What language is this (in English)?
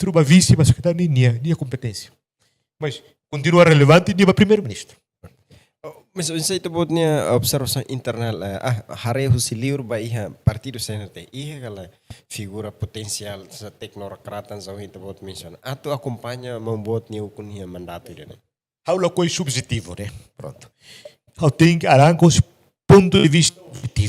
Tetum